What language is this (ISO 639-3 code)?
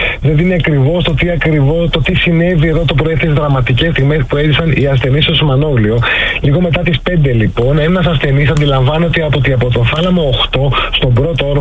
ell